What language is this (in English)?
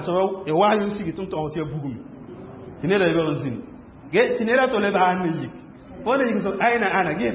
Mossi